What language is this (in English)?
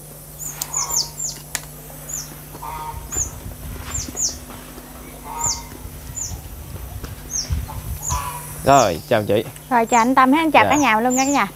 Vietnamese